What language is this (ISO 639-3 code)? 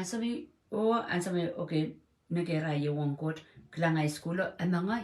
pon